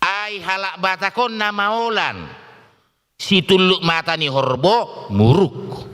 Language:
Batak Toba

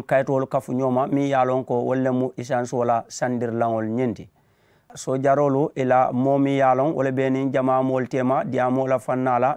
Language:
Mandingo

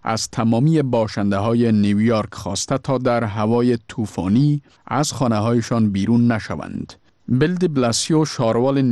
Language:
Persian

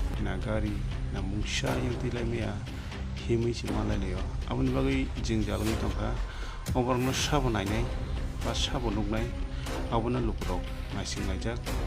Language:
Kok Borok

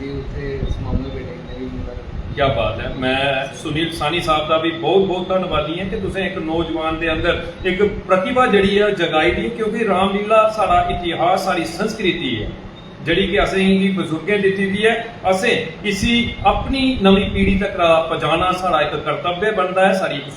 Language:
Dogri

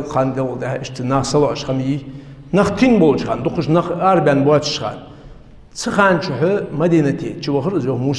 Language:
Ingush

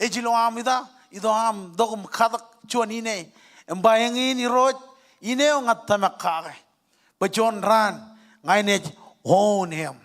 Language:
Marshallese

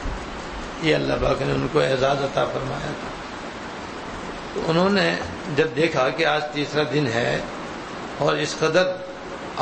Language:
Urdu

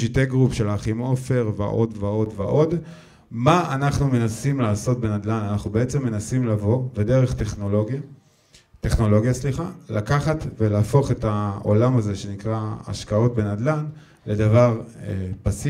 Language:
Hebrew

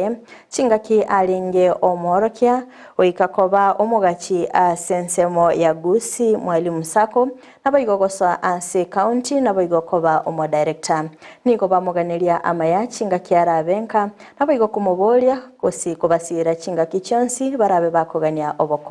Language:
Gusii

